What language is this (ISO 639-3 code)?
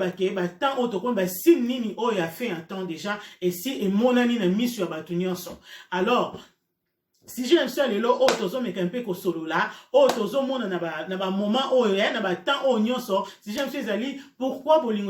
lin